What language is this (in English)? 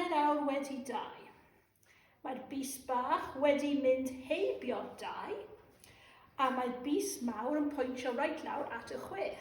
Welsh